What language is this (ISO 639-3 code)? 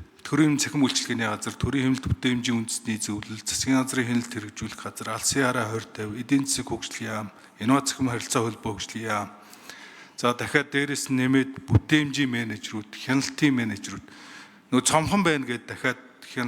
mon